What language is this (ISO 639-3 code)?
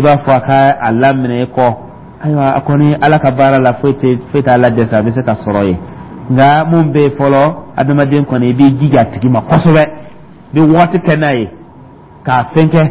dyu